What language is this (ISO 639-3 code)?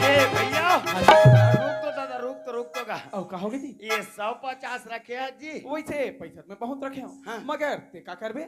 hne